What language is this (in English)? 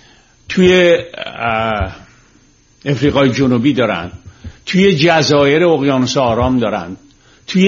Persian